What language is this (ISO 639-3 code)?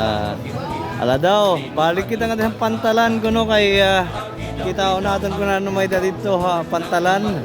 war